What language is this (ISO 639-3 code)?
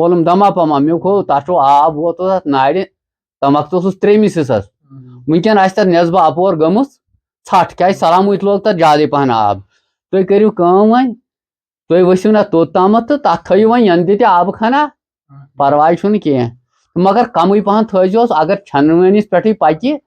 kas